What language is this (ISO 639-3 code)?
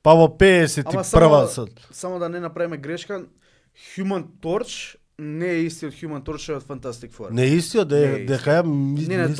mkd